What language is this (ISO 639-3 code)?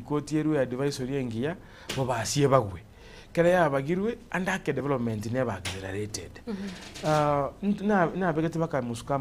guz